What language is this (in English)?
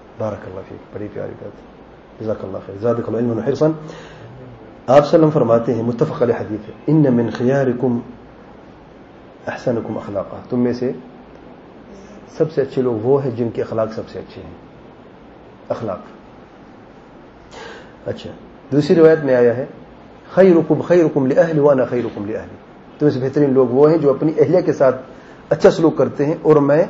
Urdu